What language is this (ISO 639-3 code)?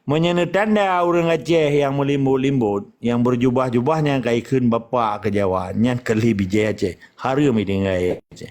ace